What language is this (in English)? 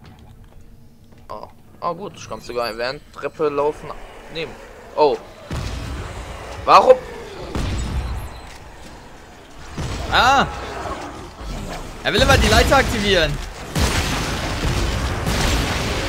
German